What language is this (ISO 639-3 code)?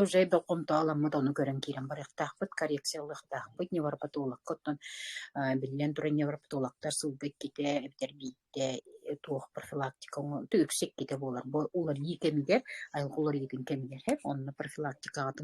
sah